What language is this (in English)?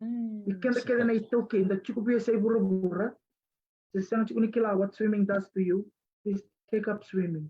Fijian